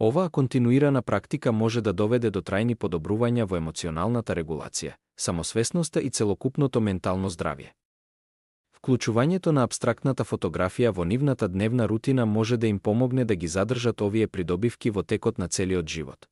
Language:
Macedonian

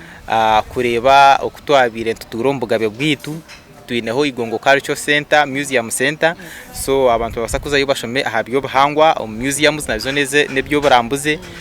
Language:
Nyankole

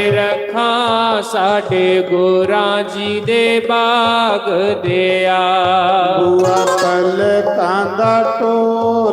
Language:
Dogri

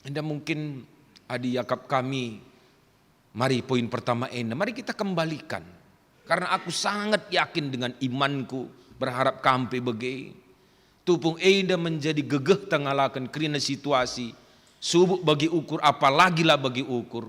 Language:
Batak Karo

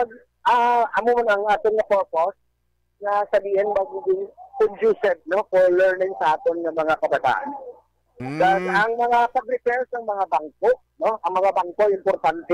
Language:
Hiligaynon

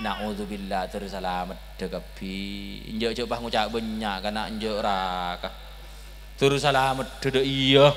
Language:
Madurese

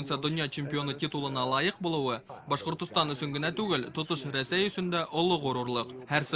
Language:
Bashkir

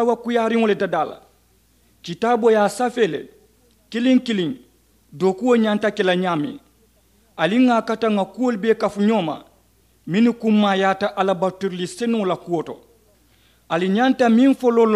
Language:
Mandingo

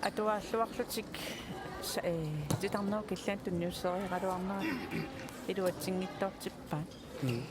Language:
Kalaallisut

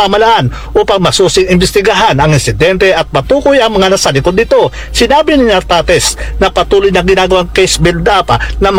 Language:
Filipino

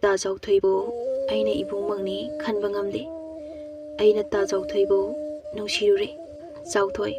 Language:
Manipuri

